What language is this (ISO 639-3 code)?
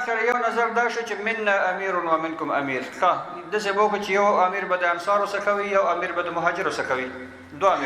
pus